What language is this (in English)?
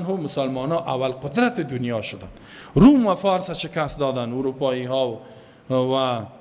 Persian